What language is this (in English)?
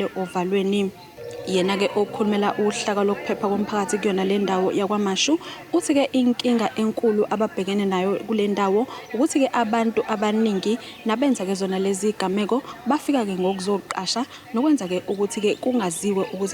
Zulu